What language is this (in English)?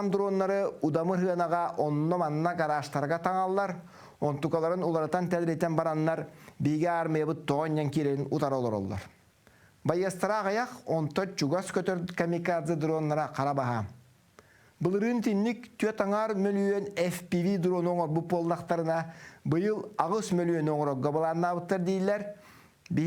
Yakut